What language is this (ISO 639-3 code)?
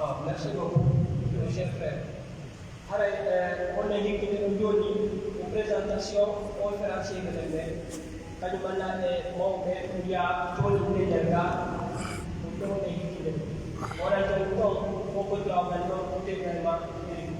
fuf